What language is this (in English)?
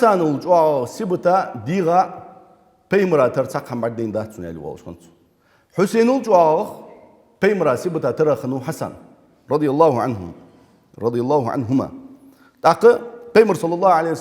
Ingush